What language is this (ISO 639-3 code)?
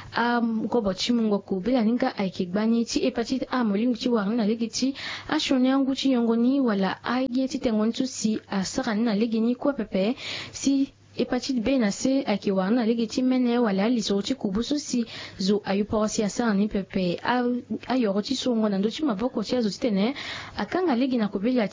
sag